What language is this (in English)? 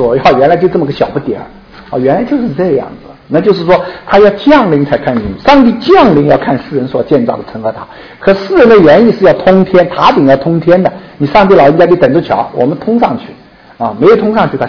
Chinese